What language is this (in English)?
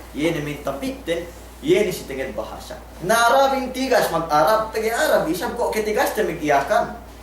Yakan